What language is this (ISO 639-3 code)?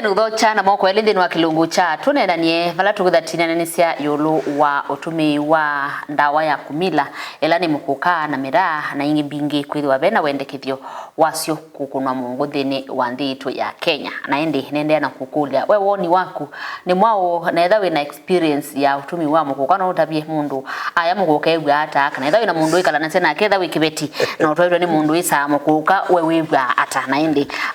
kam